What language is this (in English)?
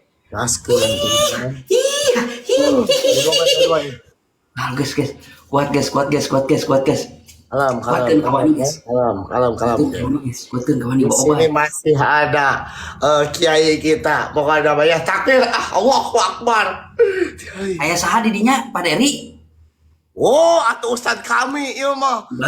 Sundanese